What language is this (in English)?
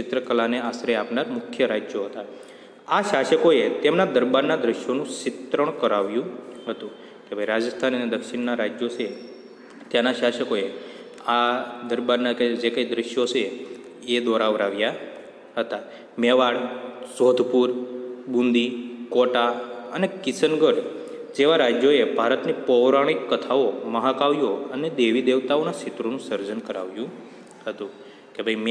Gujarati